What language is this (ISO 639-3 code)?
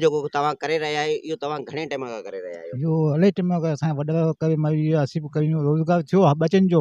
snd